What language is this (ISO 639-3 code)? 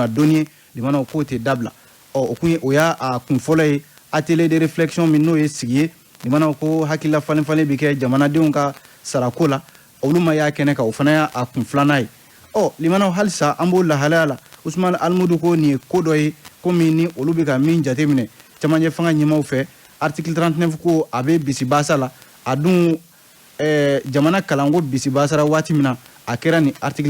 bam